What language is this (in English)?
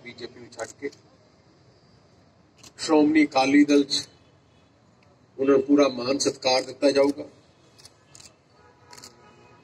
Punjabi